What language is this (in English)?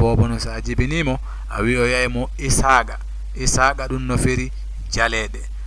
Fula